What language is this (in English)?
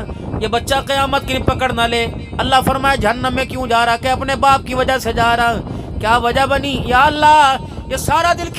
Urdu